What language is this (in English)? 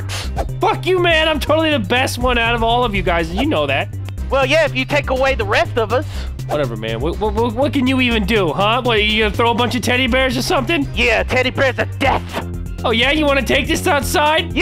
English